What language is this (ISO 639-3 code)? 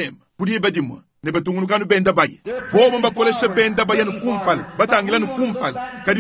lua